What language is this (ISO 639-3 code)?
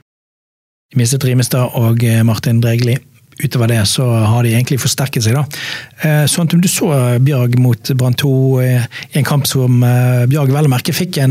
nor